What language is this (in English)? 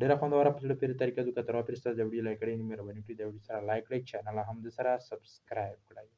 Pashto